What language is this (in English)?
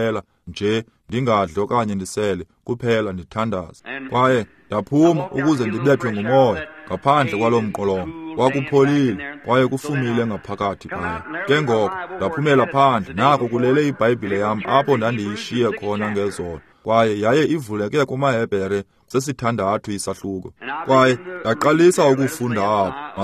Xhosa